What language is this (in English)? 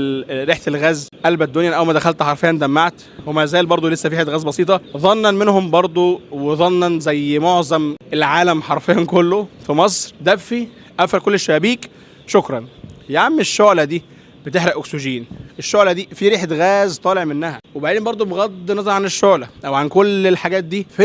Egyptian Arabic